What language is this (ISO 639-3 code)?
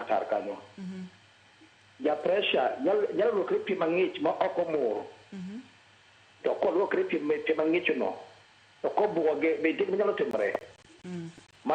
luo